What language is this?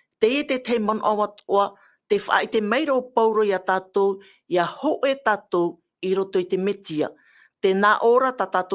Tahitian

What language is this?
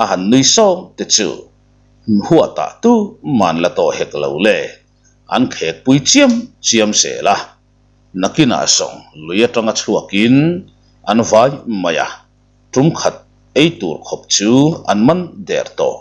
Mizo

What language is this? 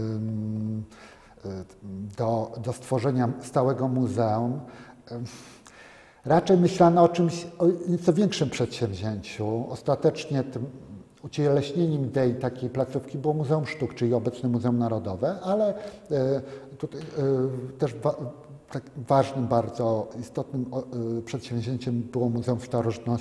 Polish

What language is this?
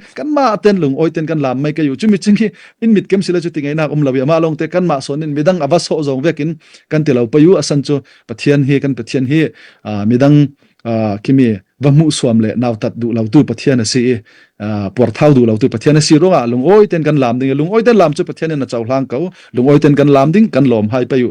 Falam Chin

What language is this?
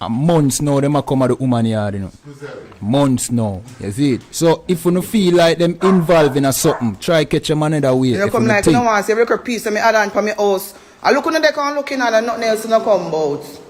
Jamaican Creole English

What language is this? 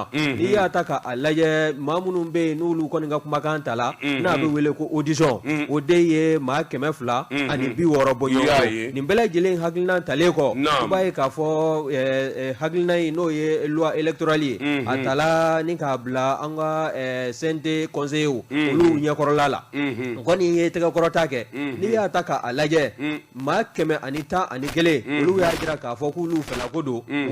Bambara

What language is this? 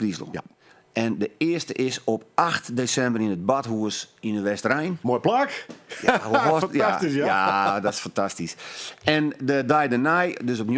Western Frisian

